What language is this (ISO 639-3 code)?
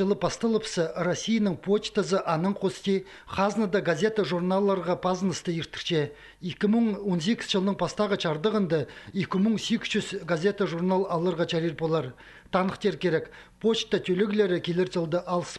kjh